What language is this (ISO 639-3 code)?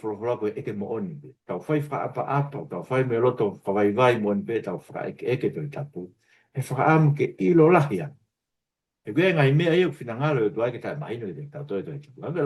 ton